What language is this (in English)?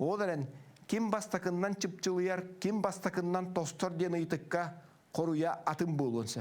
Yakut